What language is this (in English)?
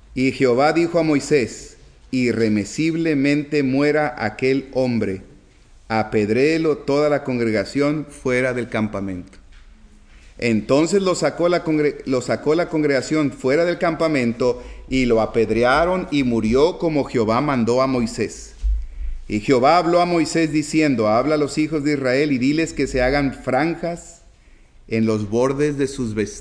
Spanish